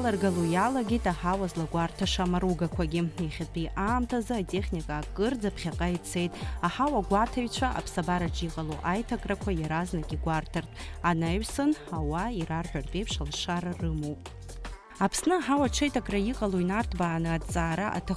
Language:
Abkhazian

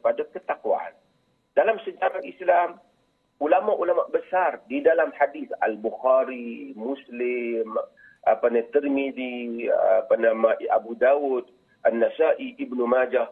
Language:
Malay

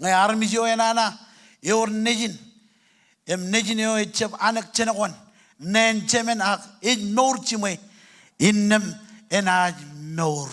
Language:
Marshallese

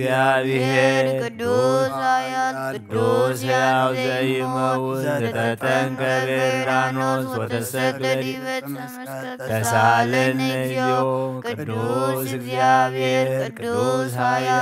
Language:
Geez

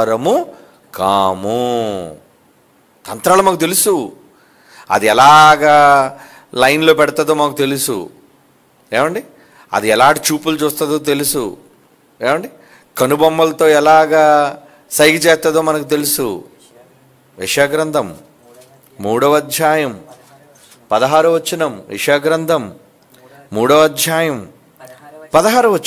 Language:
Telugu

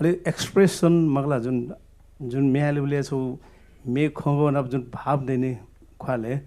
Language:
Newari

